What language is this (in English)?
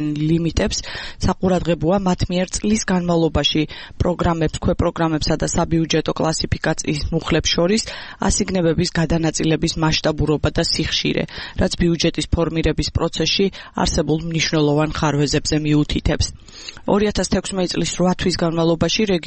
Georgian